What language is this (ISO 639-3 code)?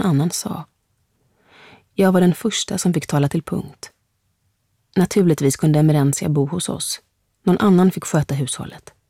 swe